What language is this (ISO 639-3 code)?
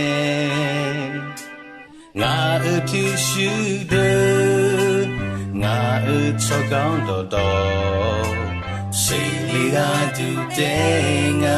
ahk